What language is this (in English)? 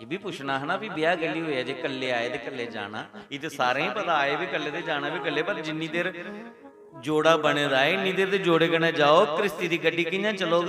Dogri